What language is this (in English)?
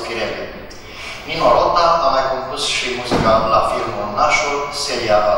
Romanian